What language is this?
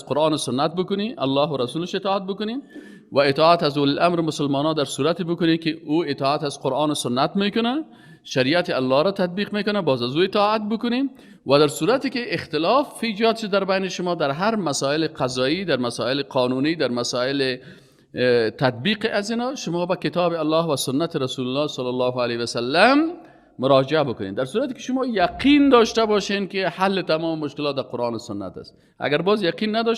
Persian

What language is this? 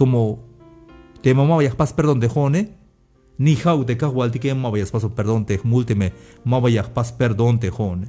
Tzeltal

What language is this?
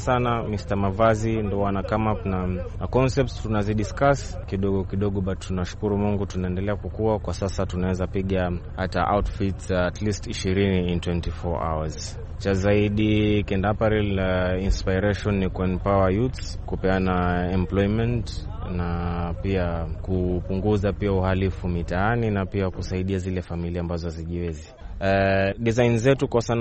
Swahili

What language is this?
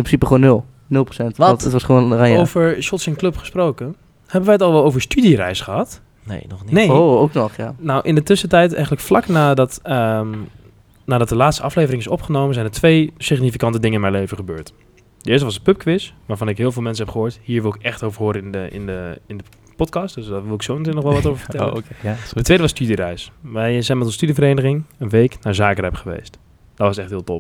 Dutch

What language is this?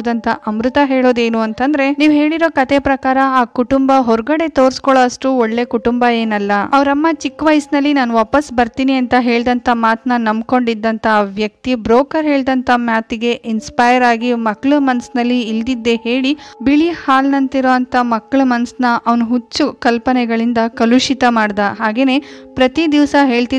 Kannada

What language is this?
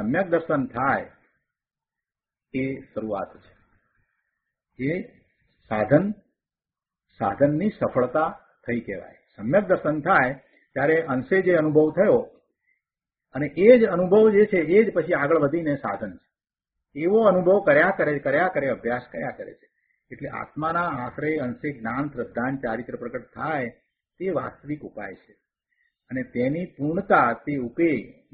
Gujarati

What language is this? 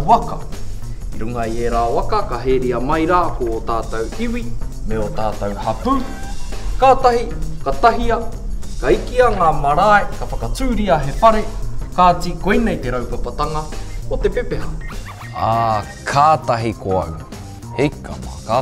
Māori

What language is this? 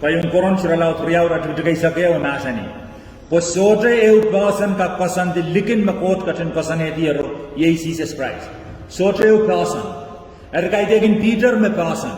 Pohnpeian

